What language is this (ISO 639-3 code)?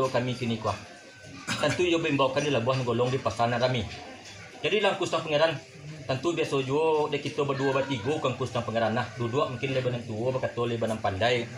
min